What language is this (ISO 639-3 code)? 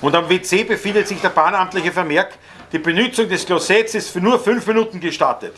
bar